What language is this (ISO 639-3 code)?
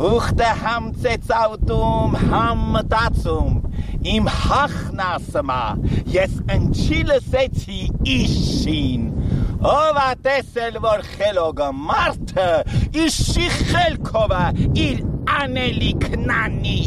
hye